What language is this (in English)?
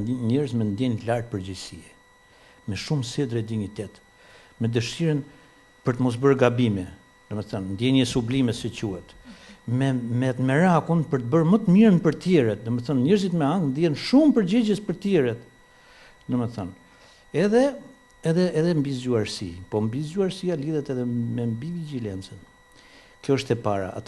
Albanian